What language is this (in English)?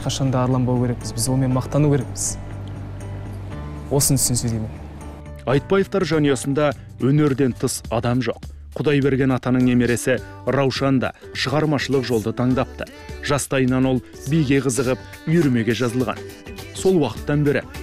Kazakh